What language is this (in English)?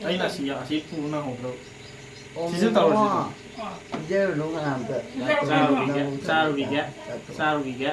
Manipuri